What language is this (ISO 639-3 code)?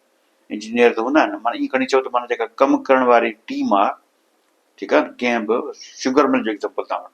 snd